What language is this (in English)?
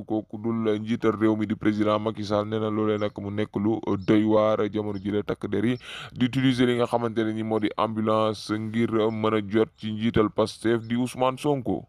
Wolof